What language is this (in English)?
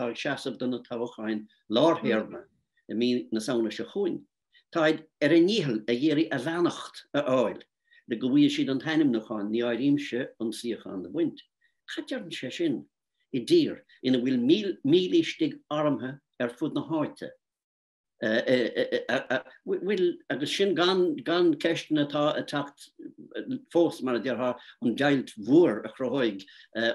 Irish